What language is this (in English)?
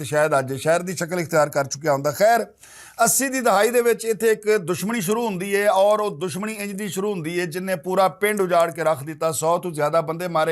Western Panjabi